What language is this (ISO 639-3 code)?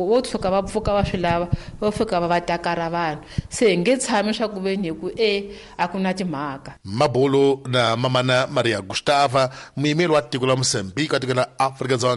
tso